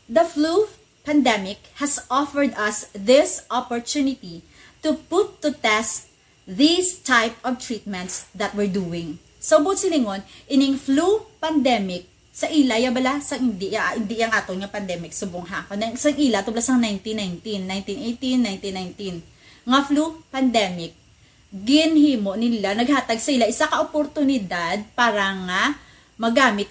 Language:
Hiligaynon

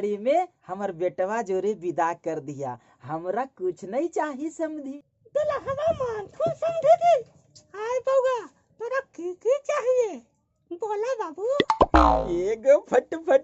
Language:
Magahi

